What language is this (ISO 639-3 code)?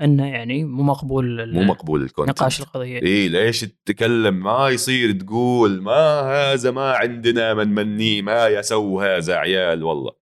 afb